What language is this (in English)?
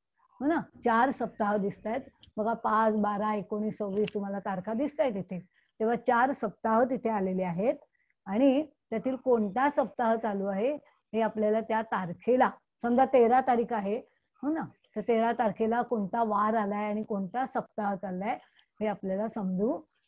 Marathi